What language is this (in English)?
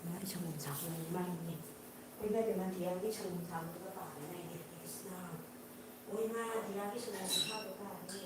Manipuri